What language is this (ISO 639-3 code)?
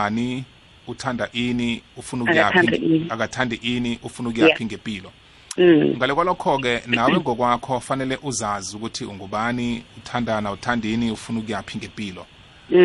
nbl